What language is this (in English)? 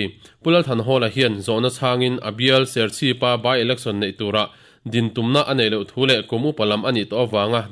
Mizo